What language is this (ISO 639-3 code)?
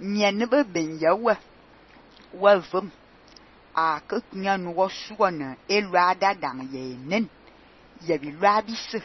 fan